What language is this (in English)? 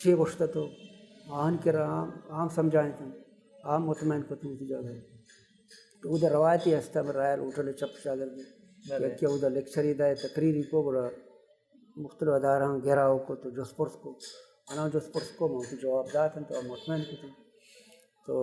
Baluchi